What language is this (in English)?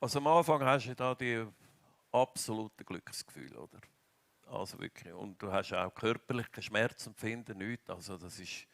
Swiss German